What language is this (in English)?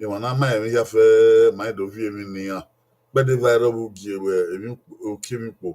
Bini